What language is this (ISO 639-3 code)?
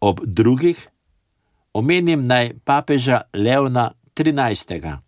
slv